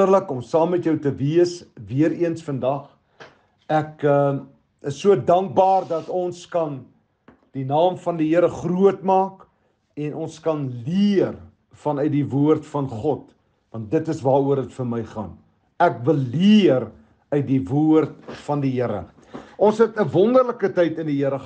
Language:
Afrikaans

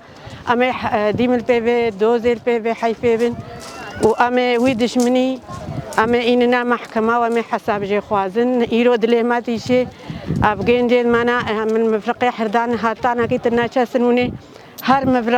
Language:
Kurdish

